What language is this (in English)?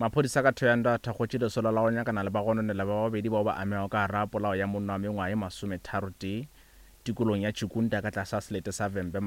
Northern Sotho